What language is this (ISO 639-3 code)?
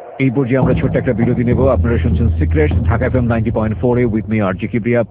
ben